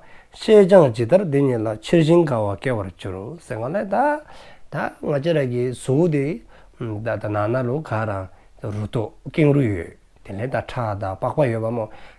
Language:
Dzongkha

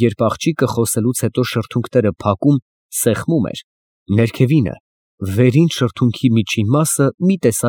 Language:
Armenian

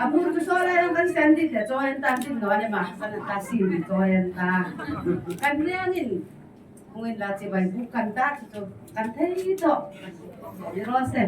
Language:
Hmar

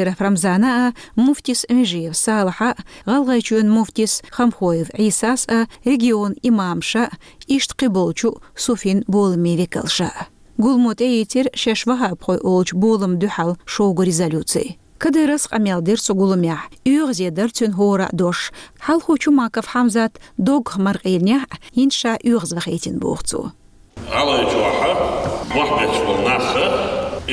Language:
Chechen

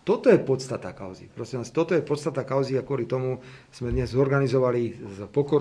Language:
Slovak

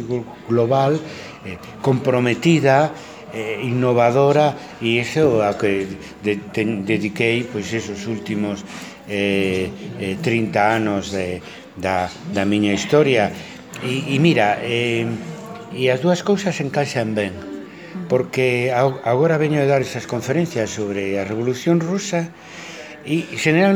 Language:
Galician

